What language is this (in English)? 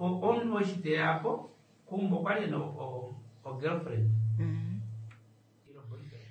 Kuanyama